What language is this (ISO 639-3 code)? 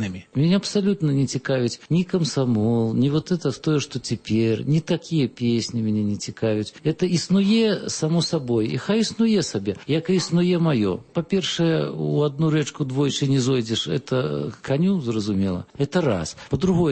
bel